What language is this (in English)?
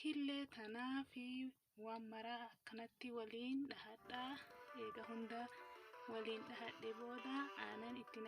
Oromo